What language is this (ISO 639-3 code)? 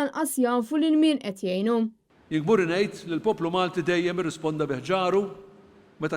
mlt